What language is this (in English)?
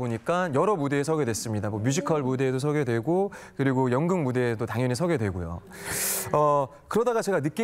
Korean